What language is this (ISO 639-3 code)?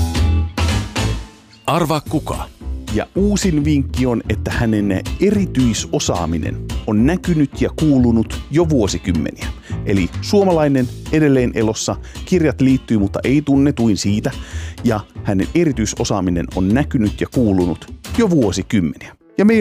fin